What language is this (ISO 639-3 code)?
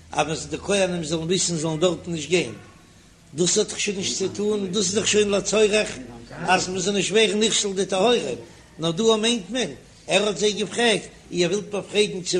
yid